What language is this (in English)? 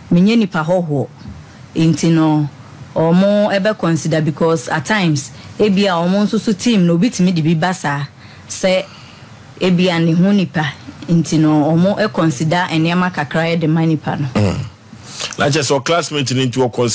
Akan